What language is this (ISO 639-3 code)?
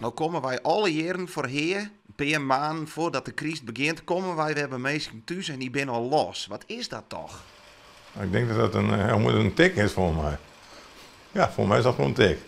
fry